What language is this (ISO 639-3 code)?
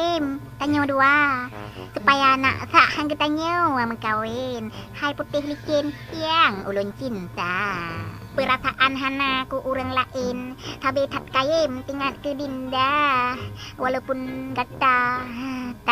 ace